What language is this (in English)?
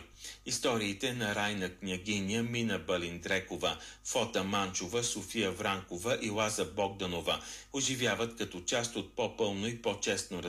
Bulgarian